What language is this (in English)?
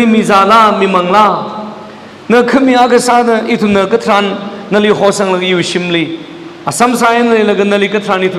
Tangkhul Naga (India)